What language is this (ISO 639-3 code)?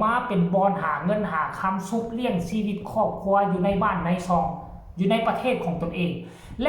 tts